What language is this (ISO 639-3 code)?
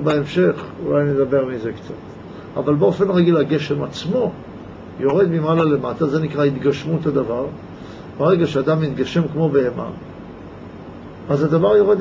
heb